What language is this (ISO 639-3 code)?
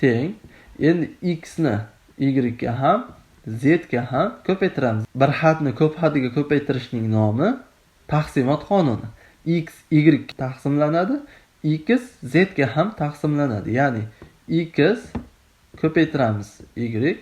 uzb